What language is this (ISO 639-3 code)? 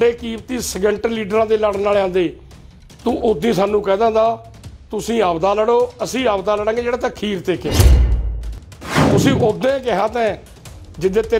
pan